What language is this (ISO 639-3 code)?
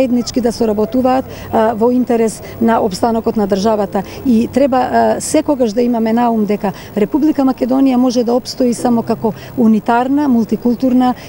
mkd